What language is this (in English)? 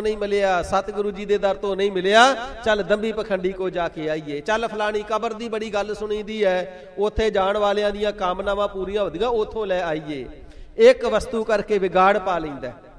Punjabi